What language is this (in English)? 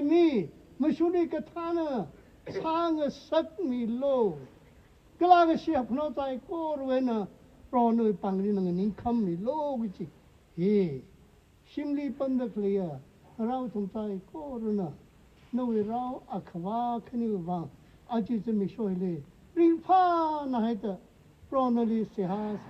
Tangkhul Naga (India)